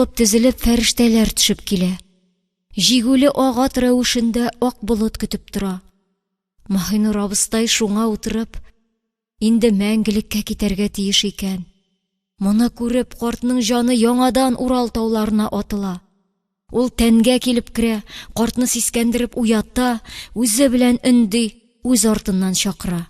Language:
Tatar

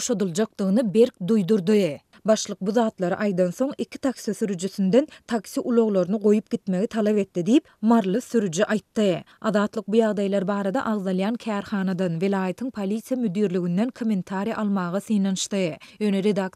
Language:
Turkmen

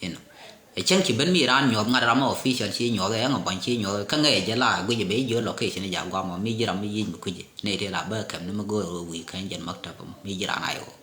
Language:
Nuer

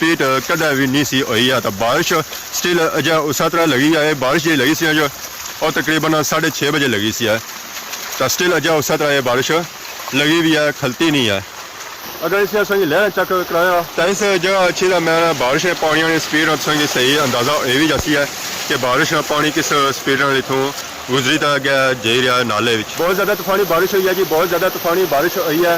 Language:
Pahari-Potwari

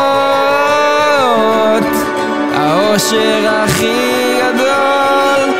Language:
Hebrew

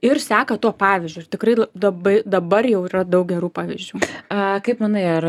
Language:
Lithuanian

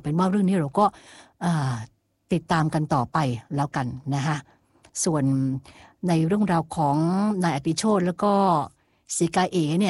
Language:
Thai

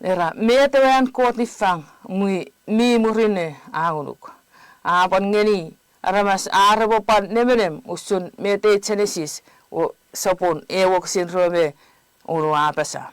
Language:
Chuukese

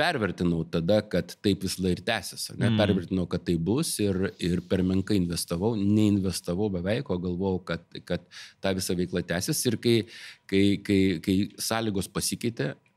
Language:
Lithuanian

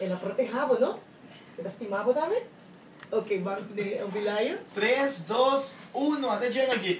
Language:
Papiamento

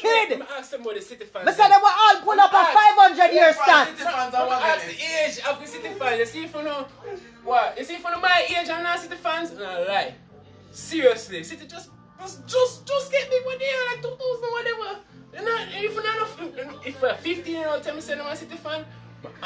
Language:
Jamaican Creole English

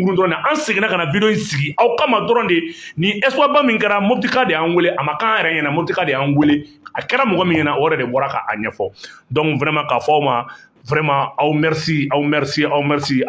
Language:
Bambara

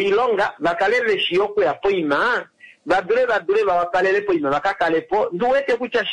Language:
Kuanyama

